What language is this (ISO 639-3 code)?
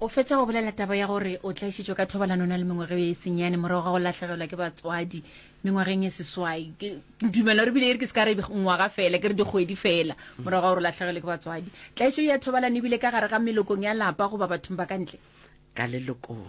nso